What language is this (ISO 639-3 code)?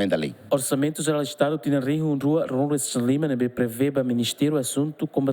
tet